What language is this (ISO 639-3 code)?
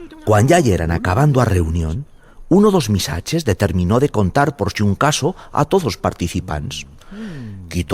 arg